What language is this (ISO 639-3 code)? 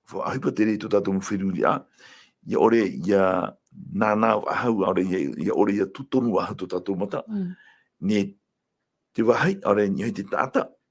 tah